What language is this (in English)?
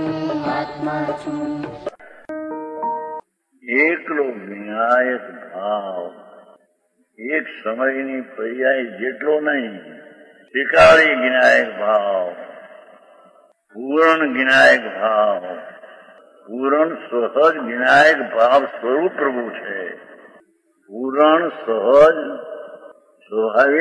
Gujarati